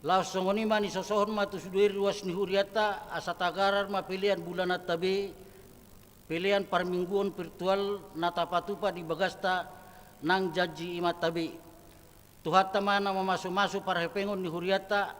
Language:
Batak Toba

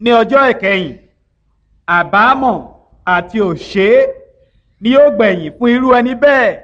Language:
Yoruba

